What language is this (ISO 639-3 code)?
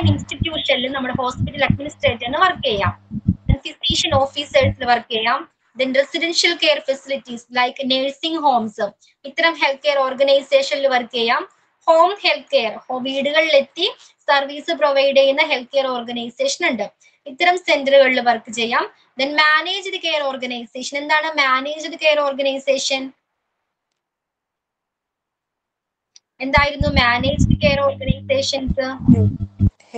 mal